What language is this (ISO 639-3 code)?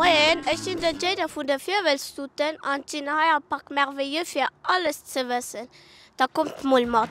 ltz